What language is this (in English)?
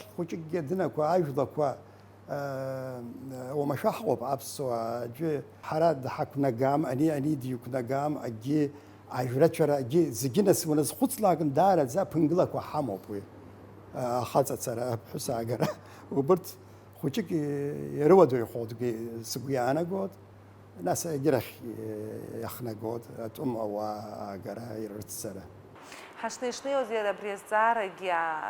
Abkhazian